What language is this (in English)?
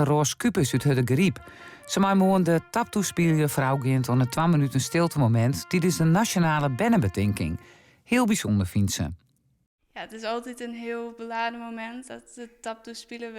Western Frisian